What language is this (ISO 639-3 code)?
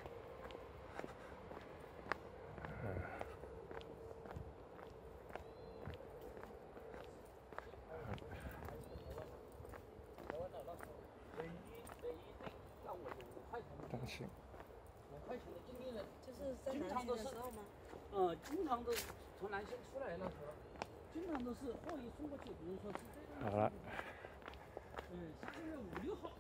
zho